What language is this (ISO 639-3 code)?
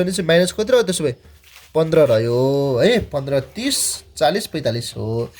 nep